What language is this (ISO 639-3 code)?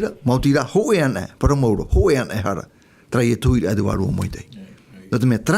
tah